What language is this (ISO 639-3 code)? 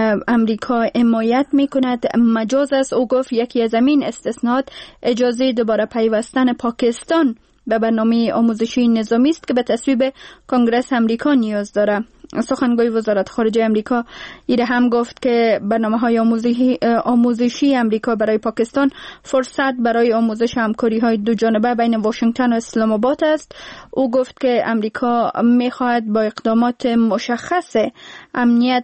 fas